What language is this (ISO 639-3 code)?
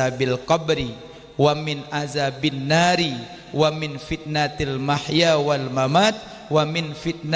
ace